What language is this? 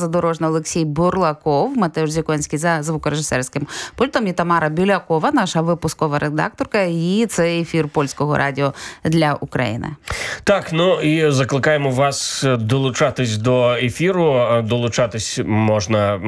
Ukrainian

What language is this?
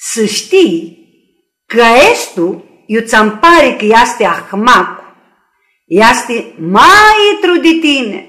Aromanian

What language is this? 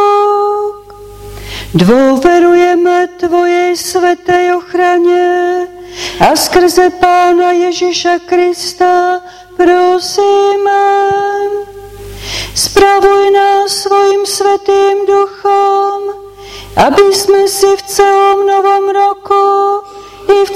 Slovak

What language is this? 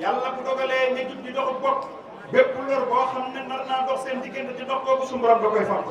Wolof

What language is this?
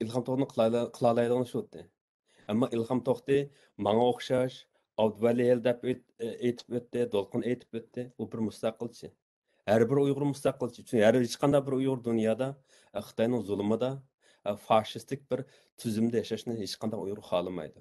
Uyghur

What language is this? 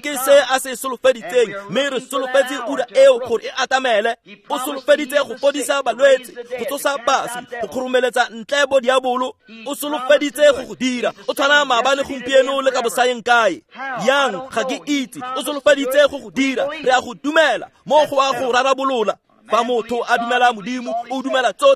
Tswana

